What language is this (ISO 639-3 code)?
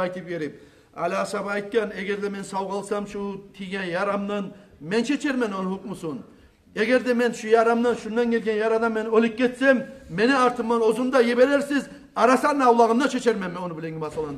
kum